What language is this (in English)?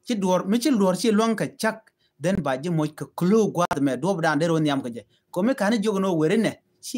Nuer